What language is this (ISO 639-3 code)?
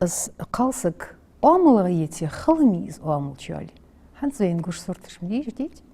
inh